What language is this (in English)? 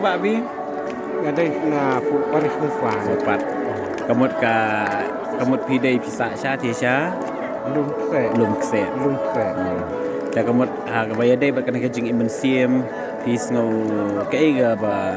Khasi